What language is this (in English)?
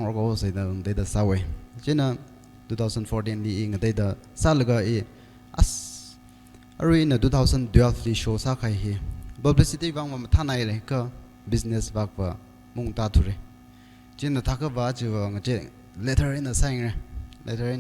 Tangkhul Naga (India)